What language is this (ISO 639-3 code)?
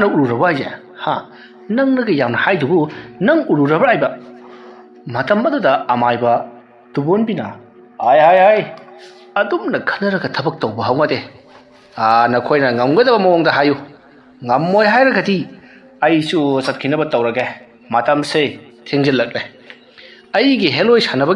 mni